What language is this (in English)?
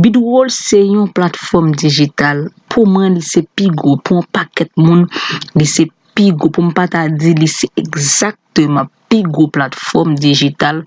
Haitian Creole